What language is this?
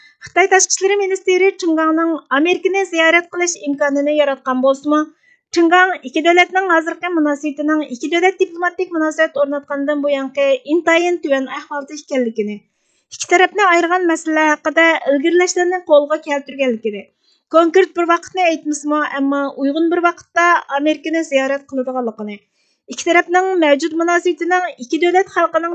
Uyghur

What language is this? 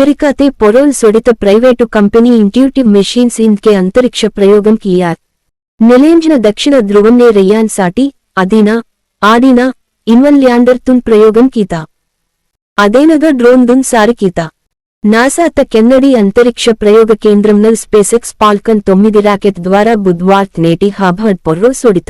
Gondi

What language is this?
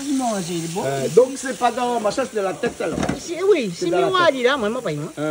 Réunion Creole French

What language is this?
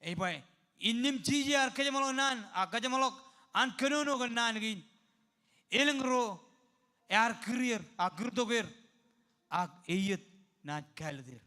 Marshallese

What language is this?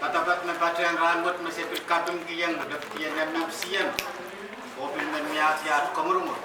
Pohnpeian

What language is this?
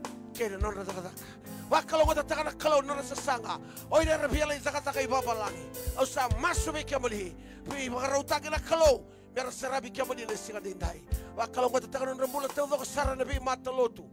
Fijian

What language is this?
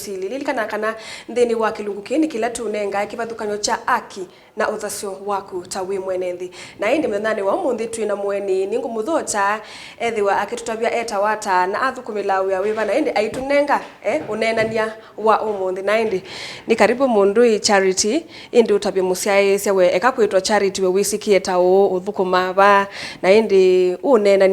Kamba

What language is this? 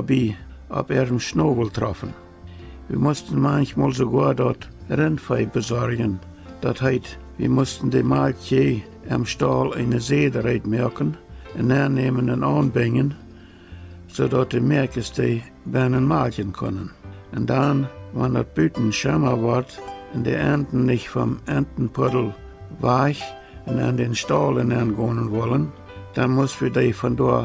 Plautdietsch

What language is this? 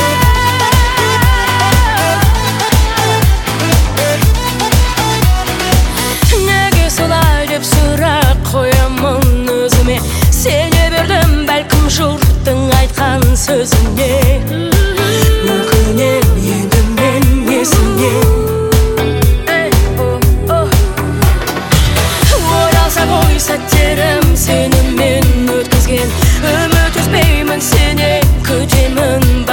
Kazakh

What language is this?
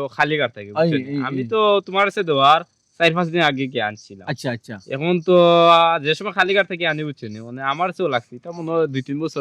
Sylheti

